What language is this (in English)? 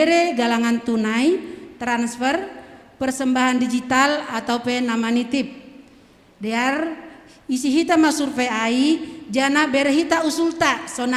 Batak Simalungun